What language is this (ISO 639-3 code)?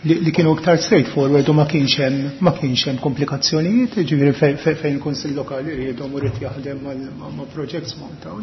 mlt